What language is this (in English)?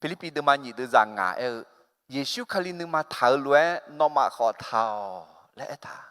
Akha